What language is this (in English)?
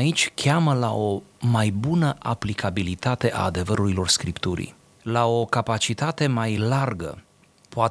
Romanian